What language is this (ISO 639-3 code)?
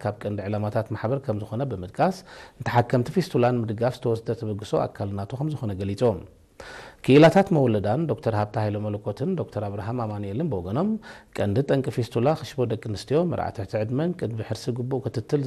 tir